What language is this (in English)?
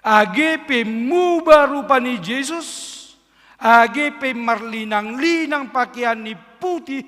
Batak Simalungun